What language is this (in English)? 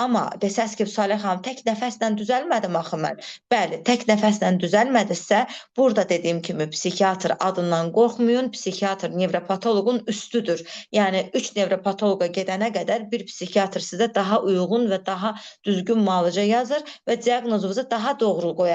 Azerbaijani